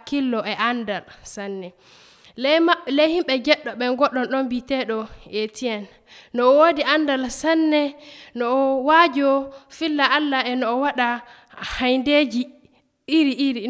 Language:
Nigerian Fulfulde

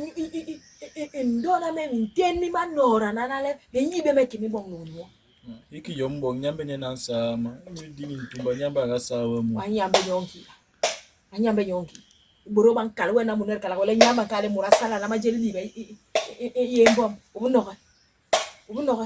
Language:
Basaa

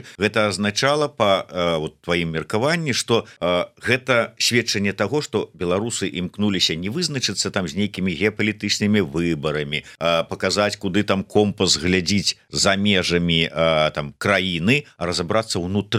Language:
Belarusian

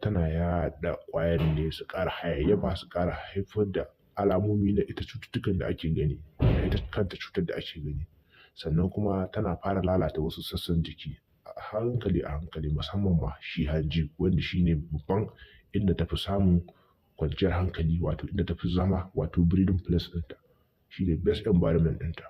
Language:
Hausa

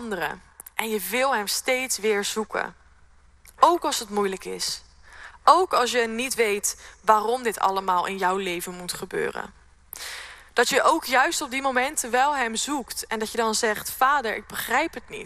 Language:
Dutch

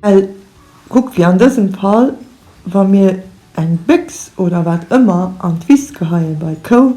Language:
Luxembourgish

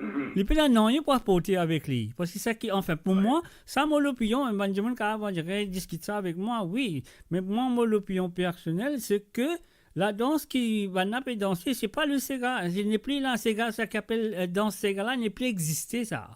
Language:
Morisyen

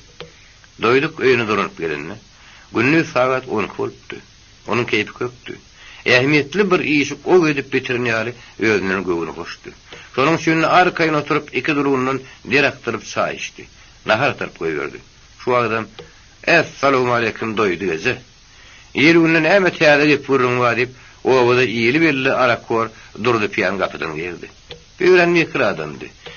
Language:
Turkmen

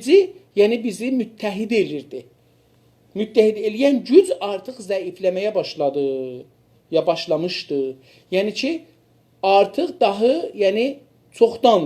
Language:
South Azerbaijani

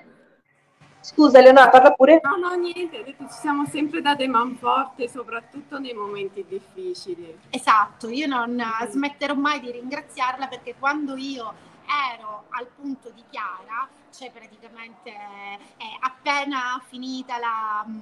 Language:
Italian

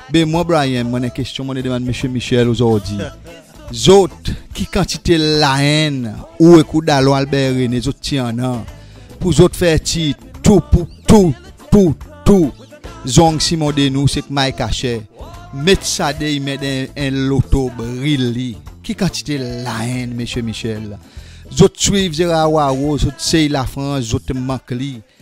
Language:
Seselwa Creole French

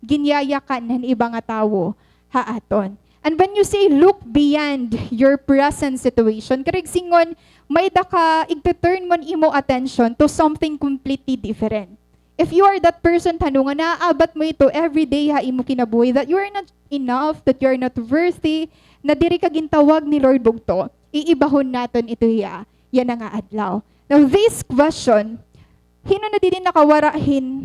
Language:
Waray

